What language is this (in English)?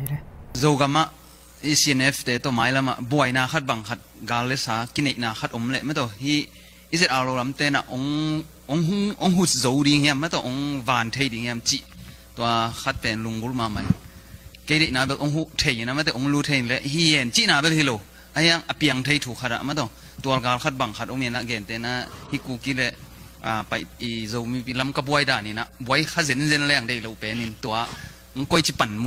Tedim Chin